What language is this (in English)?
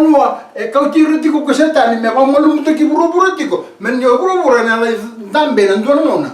Fijian